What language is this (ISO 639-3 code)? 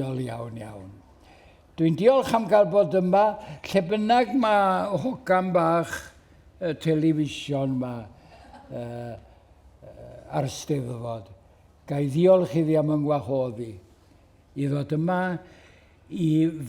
cym